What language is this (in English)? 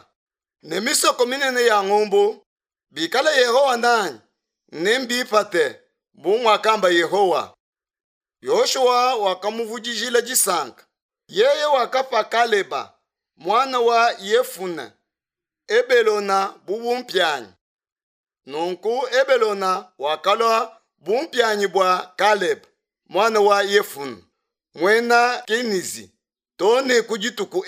Luba-Lulua